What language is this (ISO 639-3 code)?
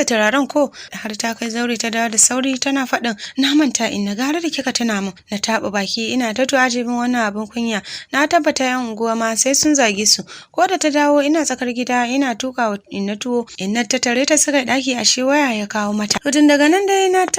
hau